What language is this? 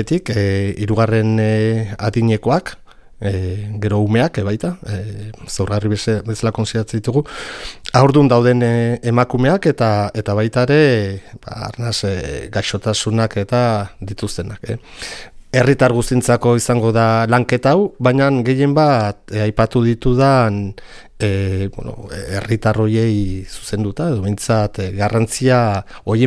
Basque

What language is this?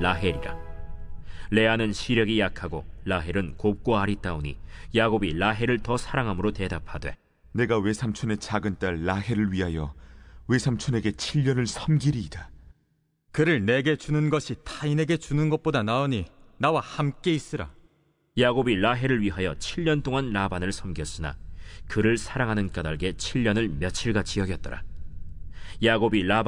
Korean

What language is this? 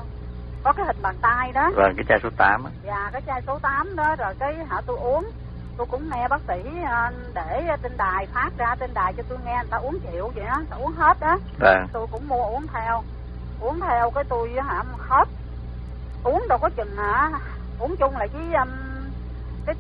Vietnamese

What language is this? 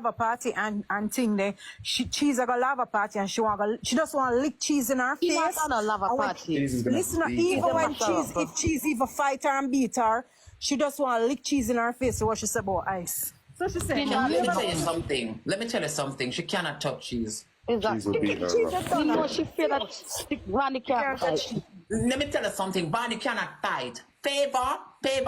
Jamaican Creole English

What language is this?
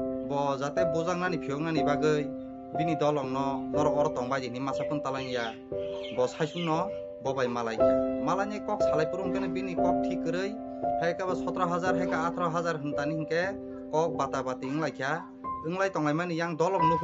Kok Borok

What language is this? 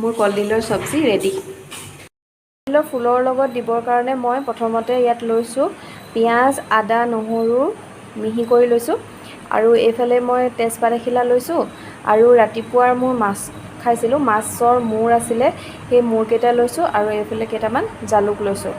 Assamese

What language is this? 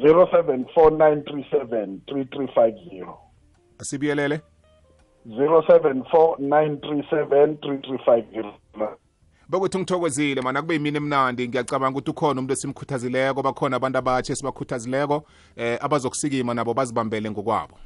South Ndebele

